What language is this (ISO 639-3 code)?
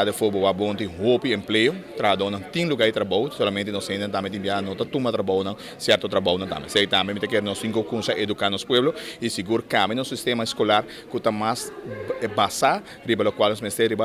pap